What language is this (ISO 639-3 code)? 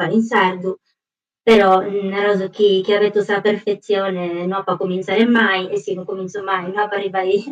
srd